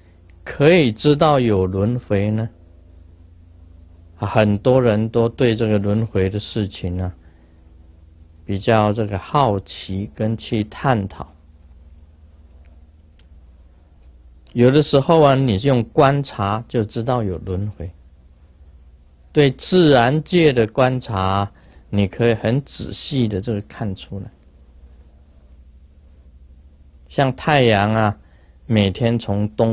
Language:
Chinese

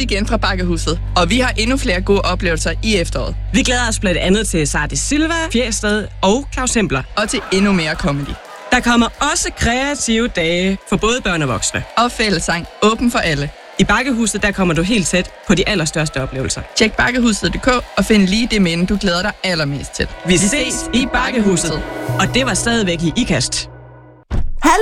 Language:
Danish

